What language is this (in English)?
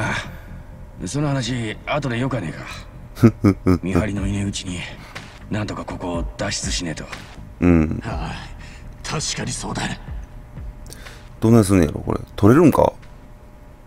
Japanese